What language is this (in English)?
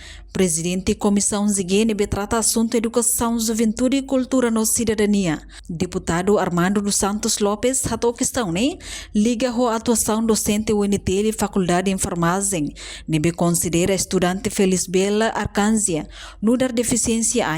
Tetum